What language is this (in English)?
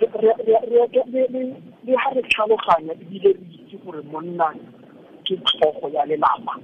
Tswana